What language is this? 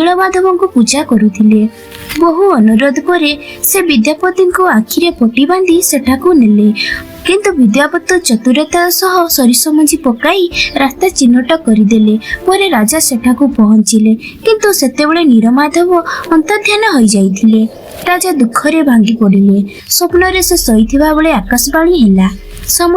Odia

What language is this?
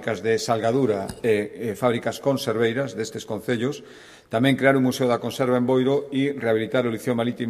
Galician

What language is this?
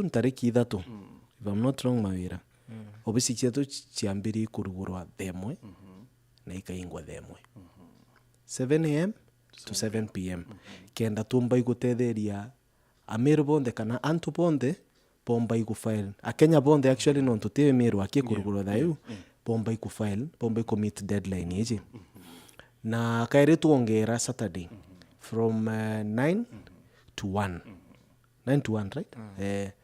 Meru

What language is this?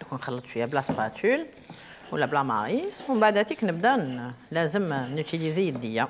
Algerian Arabic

